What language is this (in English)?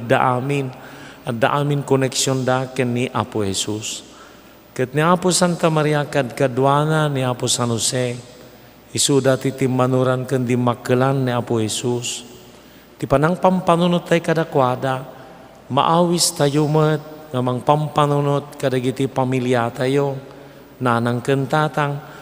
Iloko